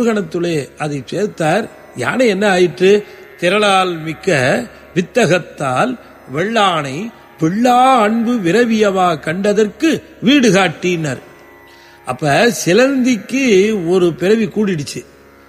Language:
Tamil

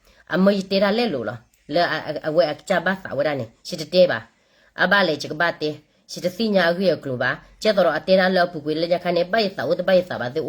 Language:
S'gaw Karen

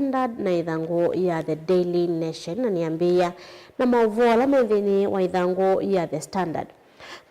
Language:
Kamba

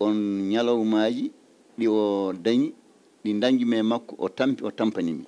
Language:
Fula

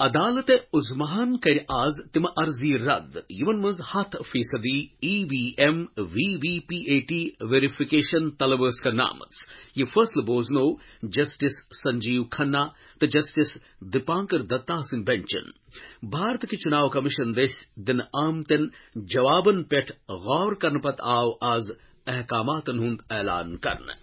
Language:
Kashmiri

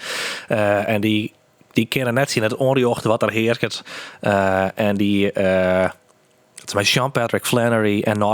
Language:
Western Frisian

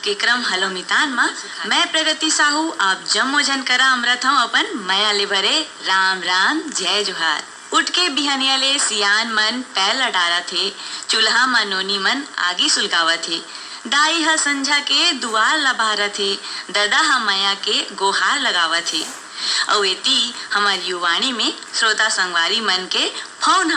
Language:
Chhattisgarhi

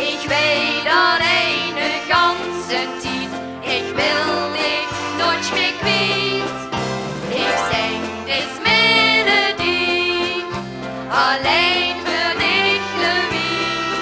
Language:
Limburgish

